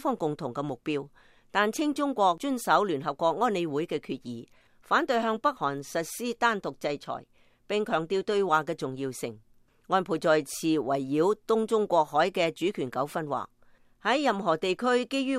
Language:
Cantonese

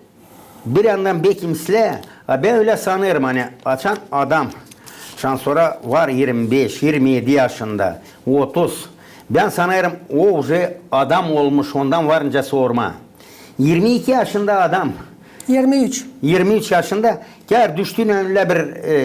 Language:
Gagauz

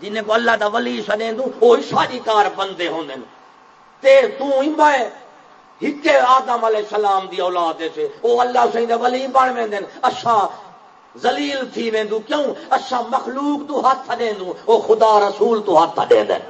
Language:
Saraiki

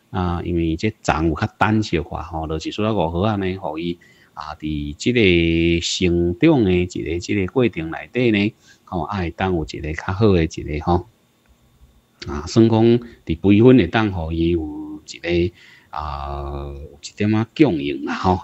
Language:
Min Nan Chinese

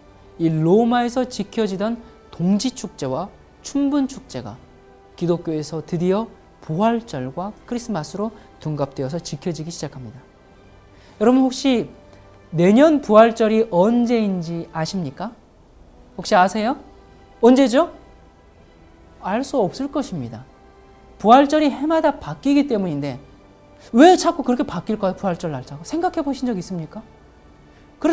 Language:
Korean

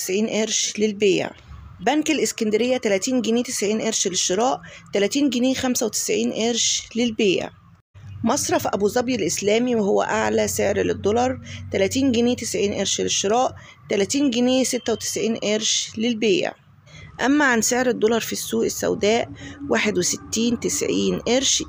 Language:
Egyptian Arabic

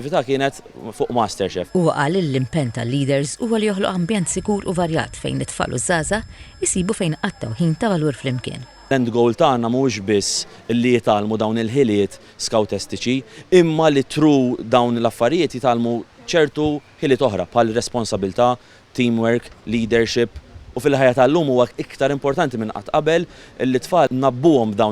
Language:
Maltese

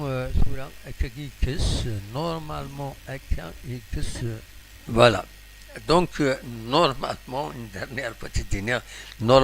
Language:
Kabyle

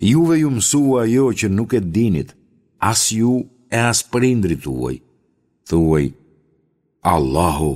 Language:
Albanian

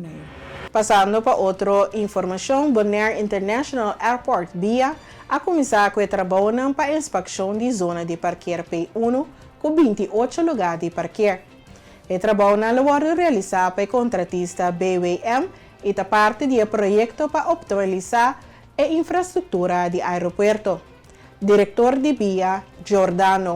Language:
Papiamento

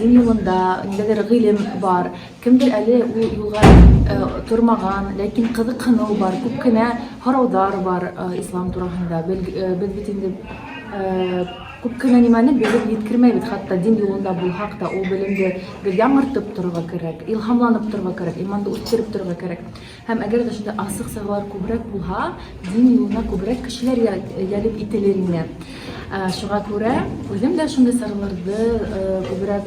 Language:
Bashkir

